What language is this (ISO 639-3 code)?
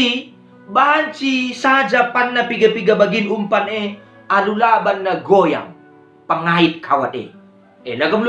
btx